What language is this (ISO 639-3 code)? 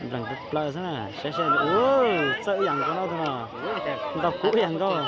hmn